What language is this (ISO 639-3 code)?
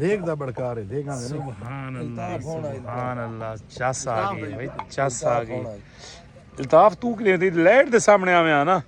skr